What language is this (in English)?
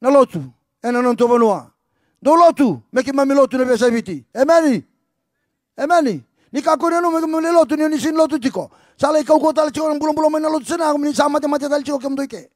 Fijian